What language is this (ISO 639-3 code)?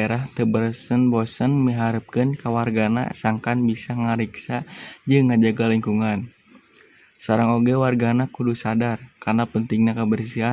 sun